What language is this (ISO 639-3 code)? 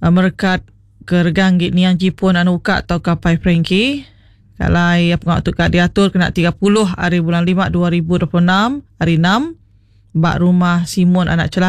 iba